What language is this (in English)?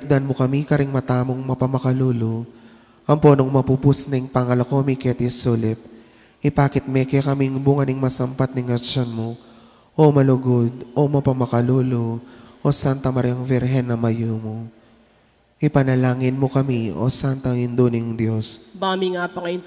Pampanga